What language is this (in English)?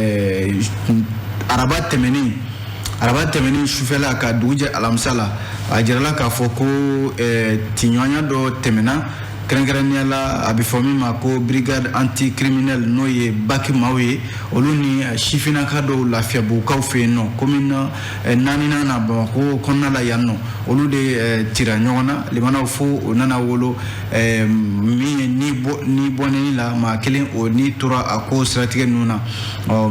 Bambara